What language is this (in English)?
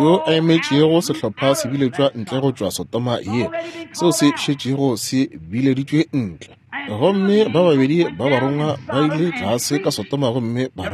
Northern Sotho